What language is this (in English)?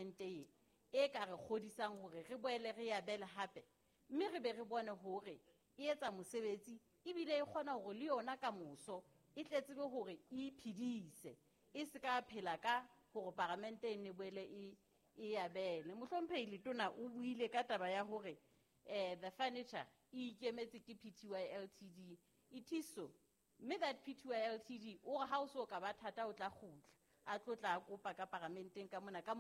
Southern Sotho